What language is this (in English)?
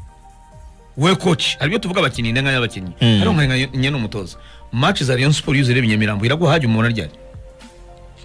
Kinyarwanda